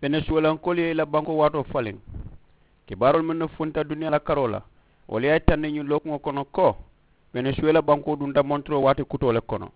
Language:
Mandingo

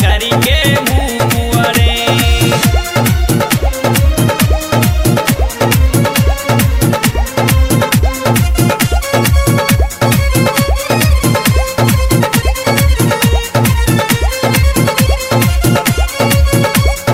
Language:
Bhojpuri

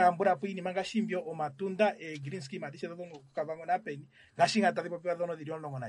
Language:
Kuanyama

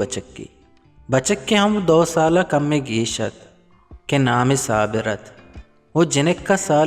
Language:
Eastern Balochi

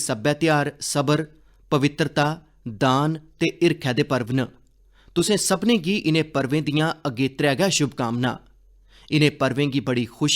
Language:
Dogri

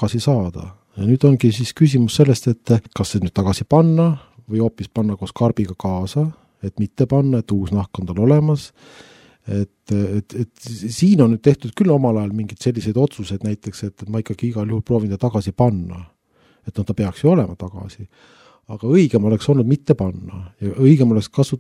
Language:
Estonian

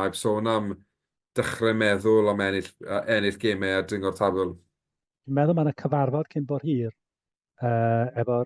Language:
Welsh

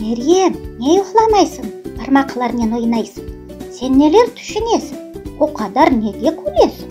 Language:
Crimean Tatar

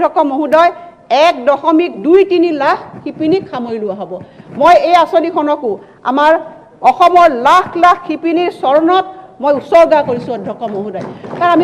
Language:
Assamese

